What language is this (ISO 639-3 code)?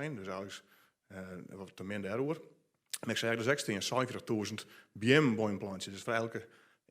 fry